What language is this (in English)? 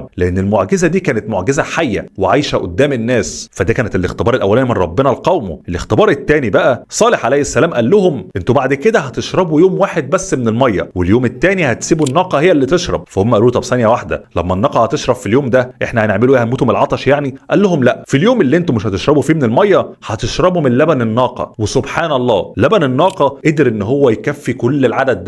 Egyptian Arabic